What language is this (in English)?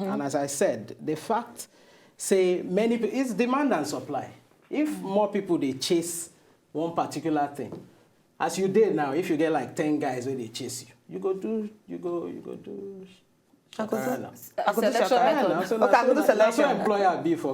Nigerian Pidgin